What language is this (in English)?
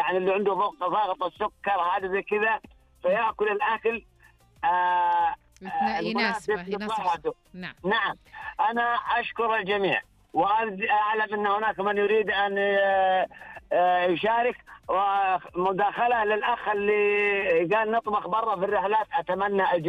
Najdi Arabic